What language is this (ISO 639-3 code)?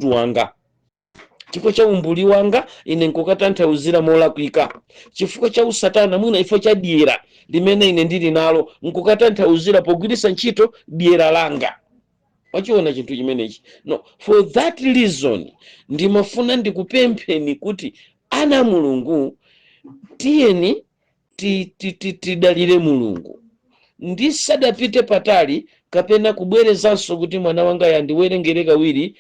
nya